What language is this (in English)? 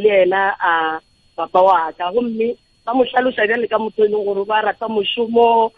Northern Sotho